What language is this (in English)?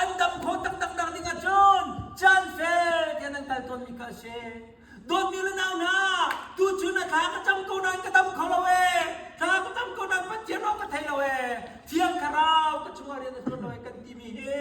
Hakha Chin